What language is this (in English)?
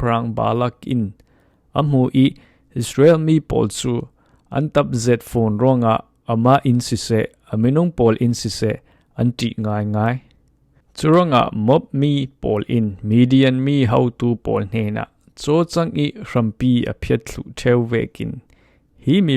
Falam Chin